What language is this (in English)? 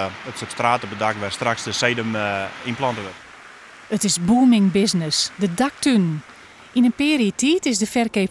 Western Frisian